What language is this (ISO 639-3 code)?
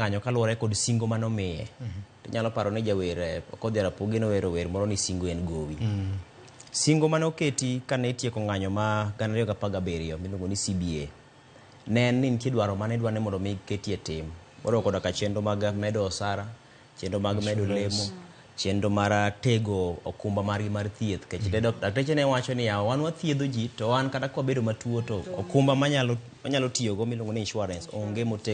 luo